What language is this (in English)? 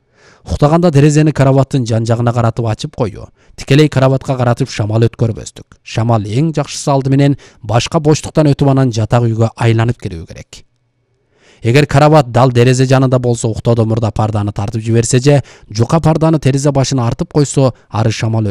Kyrgyz